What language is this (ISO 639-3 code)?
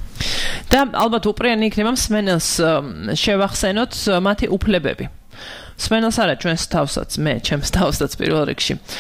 kat